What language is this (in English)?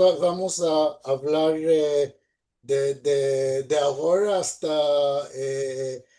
Ladino